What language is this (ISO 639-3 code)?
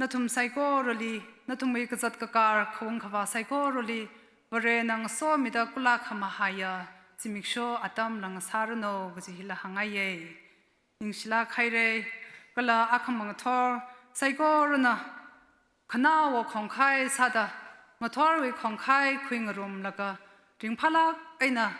nmf